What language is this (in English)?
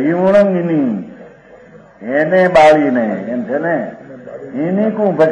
Gujarati